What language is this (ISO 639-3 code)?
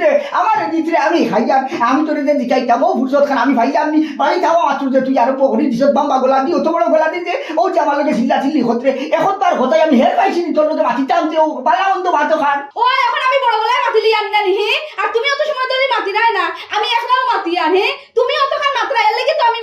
syl